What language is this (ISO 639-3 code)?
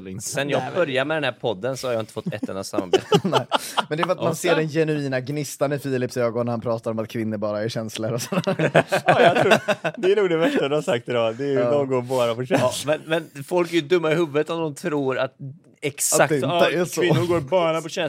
swe